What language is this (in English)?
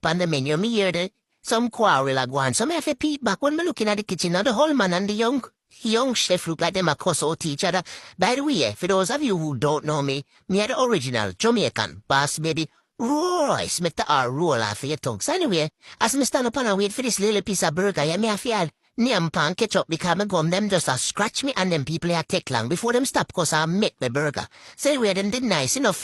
Jamaican Creole English